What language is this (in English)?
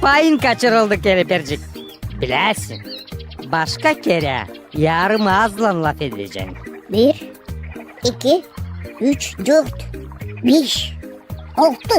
Gagauz